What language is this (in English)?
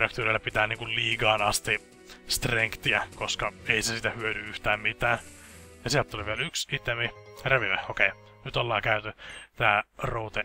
Finnish